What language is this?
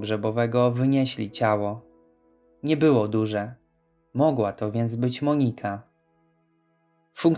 Polish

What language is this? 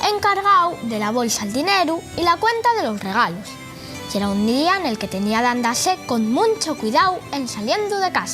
Asturian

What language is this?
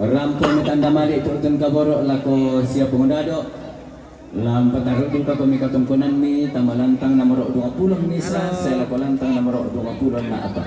Toraja-Sa'dan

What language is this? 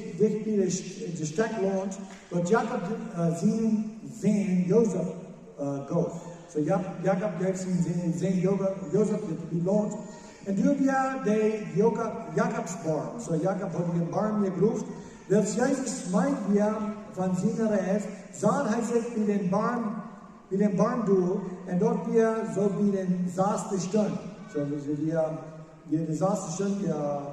Plautdietsch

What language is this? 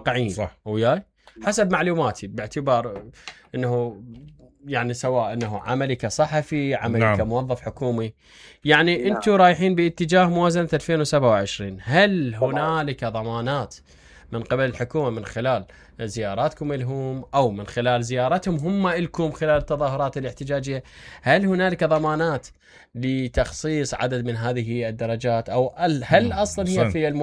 Mesopotamian Arabic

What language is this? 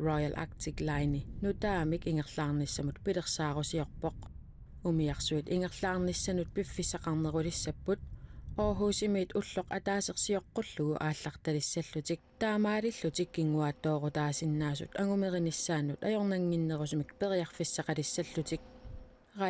Kalaallisut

